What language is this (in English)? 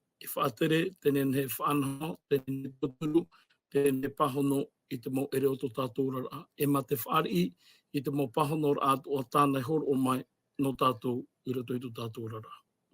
Tahitian